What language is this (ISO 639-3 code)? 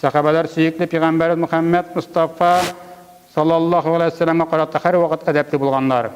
tat